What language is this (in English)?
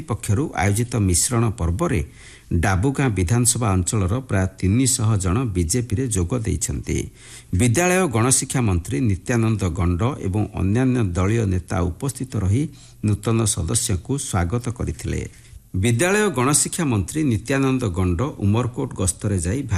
Odia